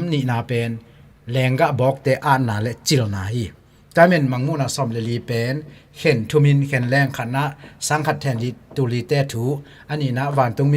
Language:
Tedim Chin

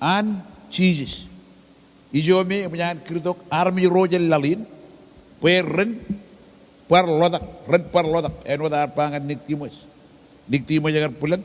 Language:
Marshallese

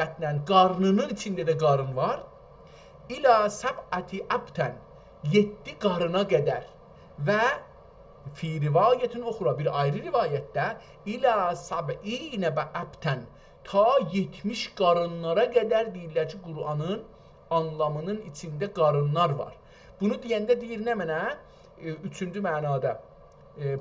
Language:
South Azerbaijani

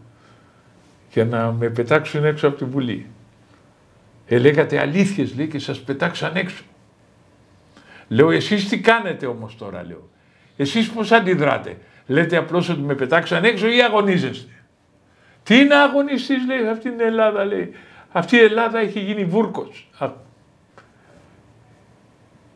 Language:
Greek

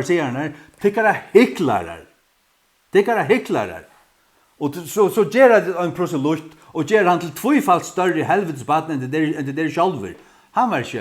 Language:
Faroese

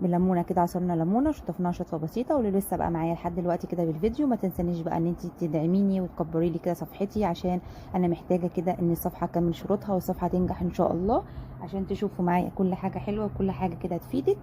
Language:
Egyptian Arabic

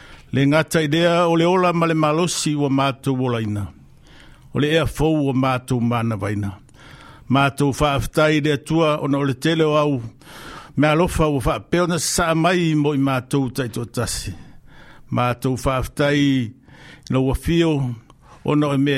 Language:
Samoan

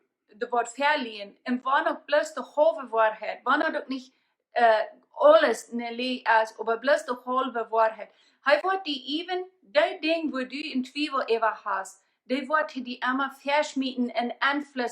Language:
Plautdietsch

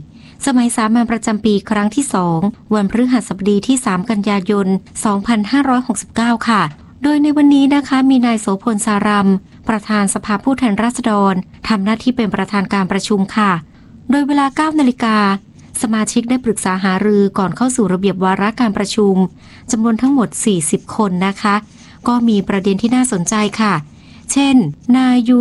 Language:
Thai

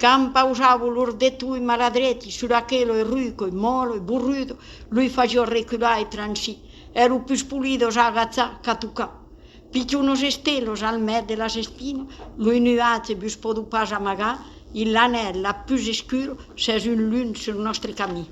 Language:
Occitan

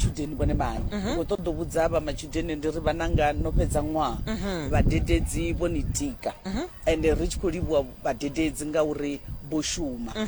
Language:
Venda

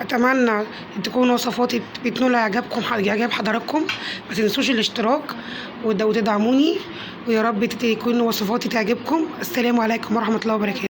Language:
Egyptian Arabic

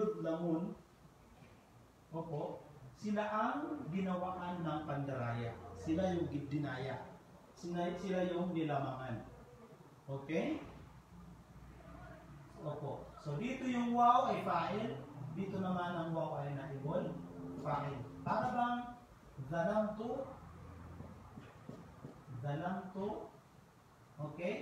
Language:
Filipino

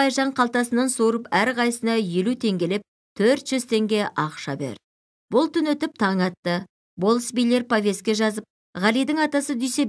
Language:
Kazakh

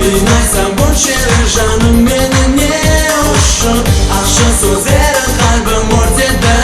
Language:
Kara-Kalpak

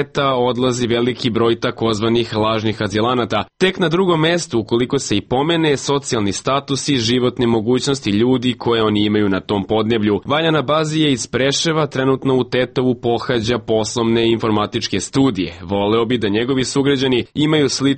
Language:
Serbian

